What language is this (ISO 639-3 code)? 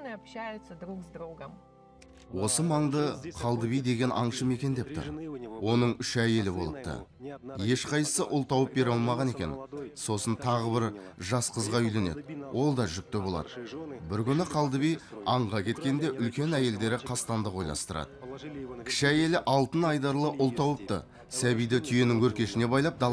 kaz